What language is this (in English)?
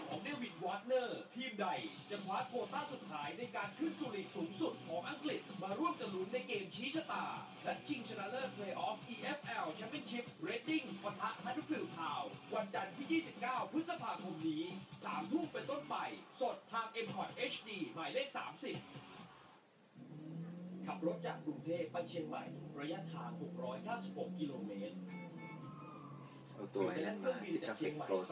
Thai